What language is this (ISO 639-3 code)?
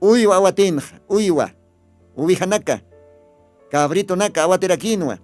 aym